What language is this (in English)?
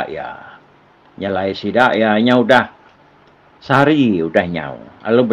Iban